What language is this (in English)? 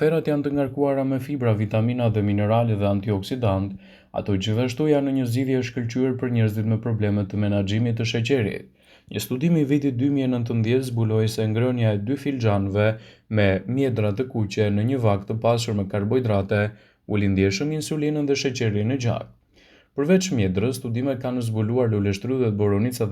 Albanian